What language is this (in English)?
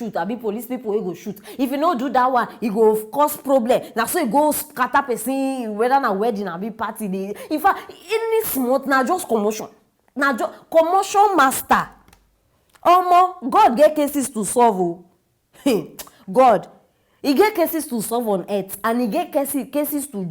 Nigerian Pidgin